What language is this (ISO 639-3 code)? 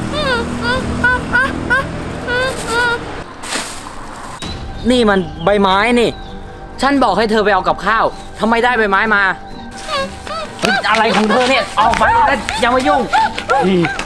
tha